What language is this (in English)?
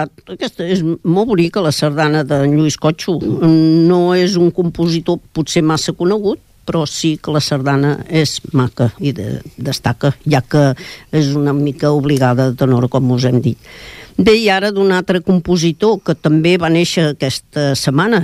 Catalan